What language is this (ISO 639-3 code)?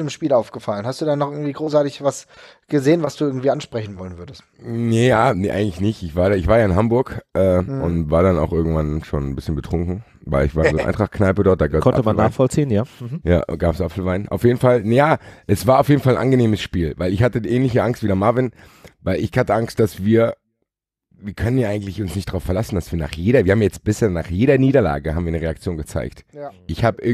deu